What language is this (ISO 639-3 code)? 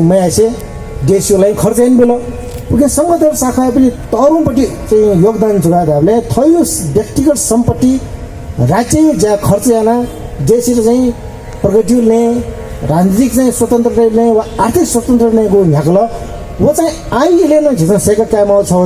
new